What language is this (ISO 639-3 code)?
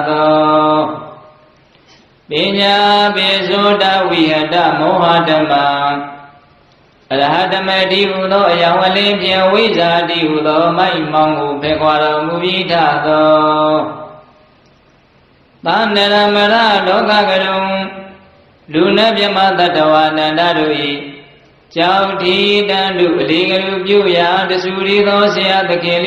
mya